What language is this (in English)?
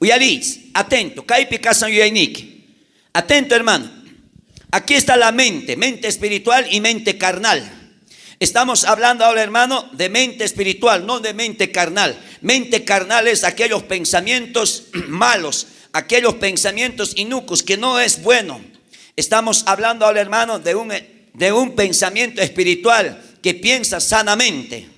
South Bolivian Quechua